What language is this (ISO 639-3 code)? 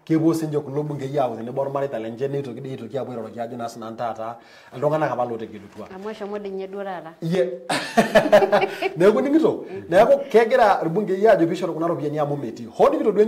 mas